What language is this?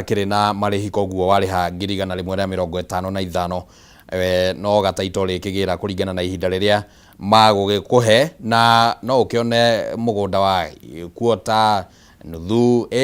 Kikuyu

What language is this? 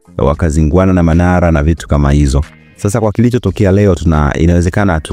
Swahili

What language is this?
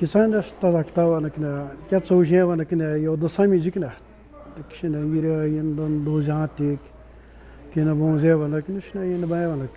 Atikamekw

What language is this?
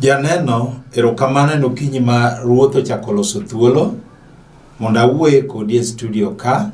Luo (Kenya and Tanzania)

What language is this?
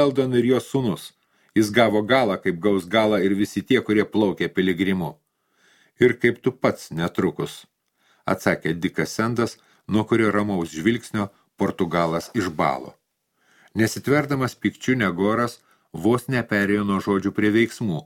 Lithuanian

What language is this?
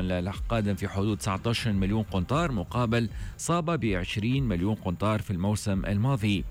Tunisian Arabic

